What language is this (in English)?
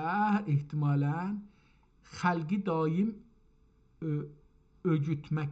South Azerbaijani